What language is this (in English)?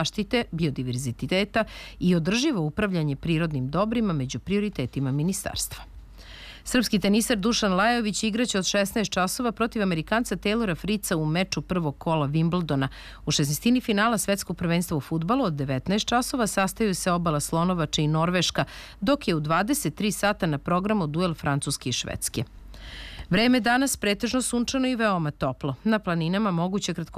Serbian